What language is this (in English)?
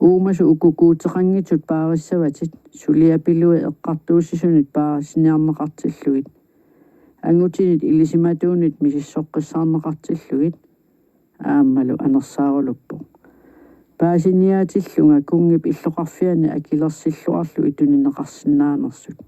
Kalaallisut